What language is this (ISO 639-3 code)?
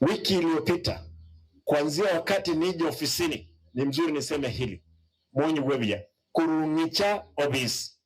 guz